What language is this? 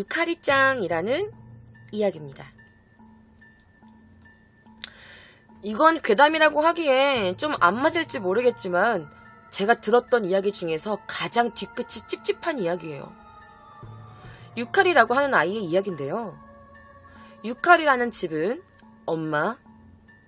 Korean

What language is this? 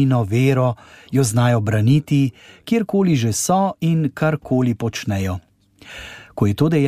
Slovenian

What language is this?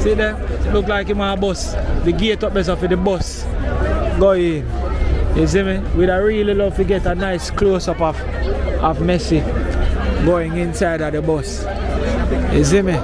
Jamaican Creole English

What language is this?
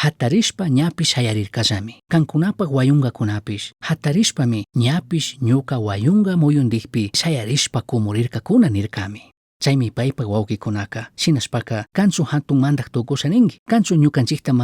Chimborazo Highland Quichua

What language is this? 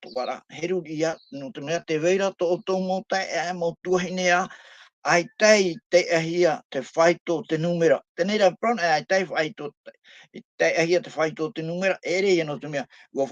Tahitian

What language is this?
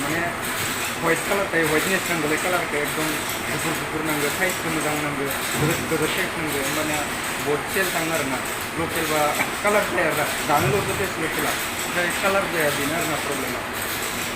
Bodo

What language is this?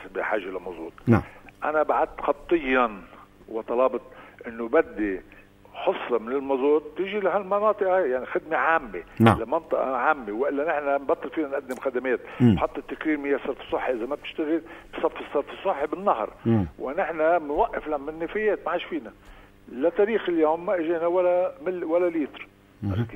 North Levantine Arabic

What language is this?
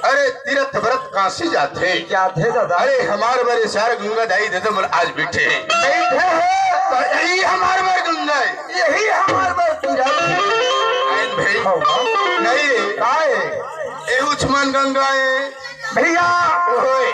Chhattisgarhi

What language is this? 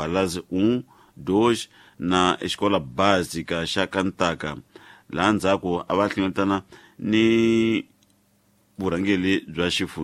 Tsonga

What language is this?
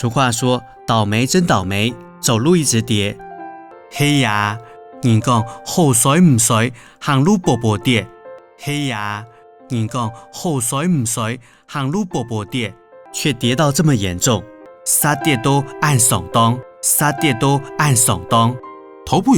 Hakka Chinese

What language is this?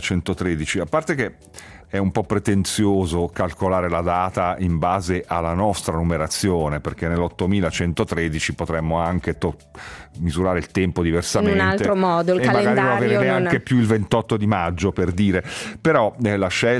Italian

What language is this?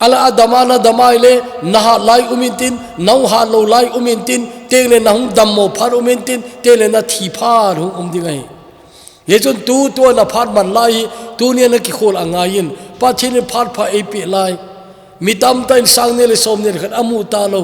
Thado Chin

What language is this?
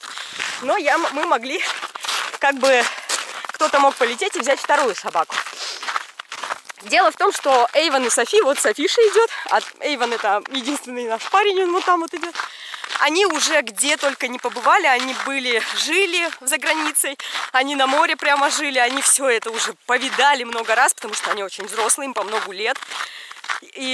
Russian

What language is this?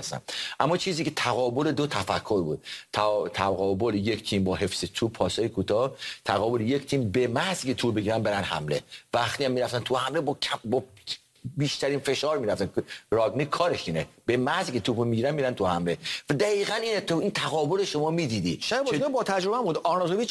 Persian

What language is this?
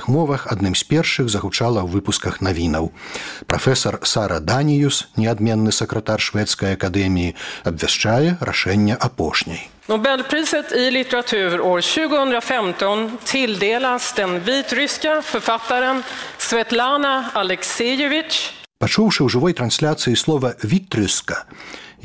Belarusian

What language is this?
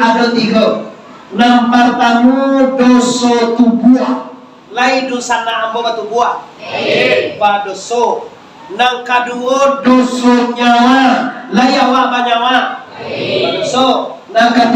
Minangkabau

